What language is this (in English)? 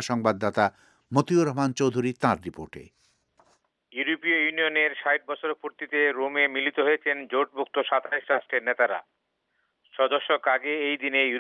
Bangla